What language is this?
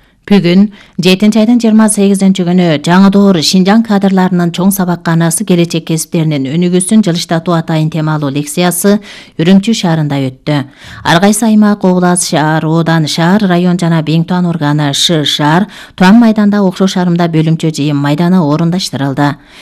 Kyrgyz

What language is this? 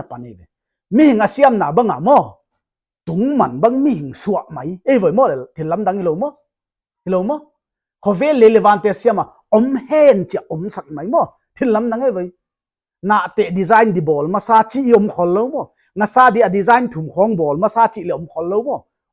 Paite Chin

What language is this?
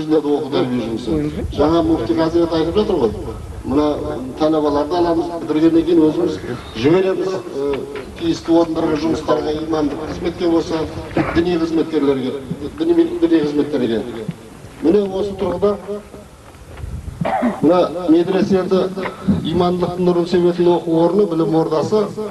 Kazakh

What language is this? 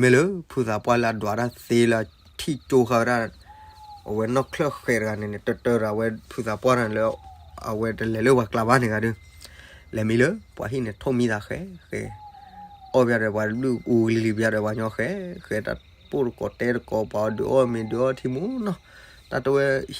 S'gaw Karen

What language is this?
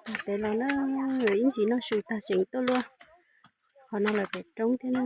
Hmong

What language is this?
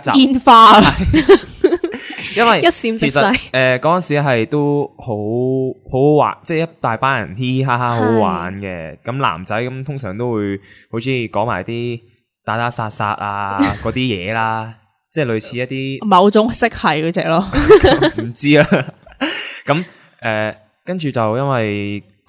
Cantonese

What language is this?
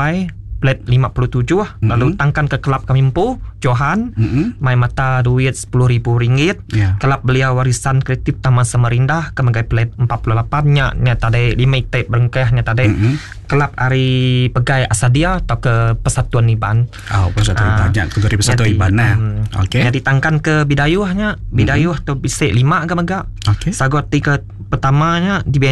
Iban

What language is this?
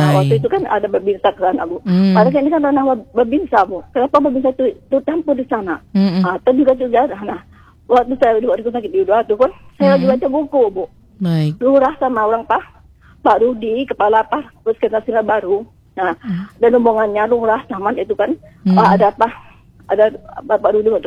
Indonesian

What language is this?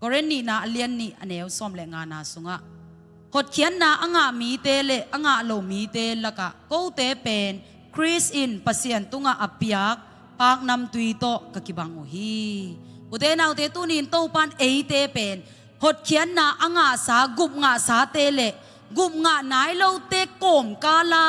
Tedim Chin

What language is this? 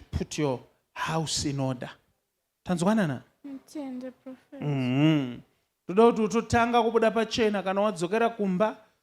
Shona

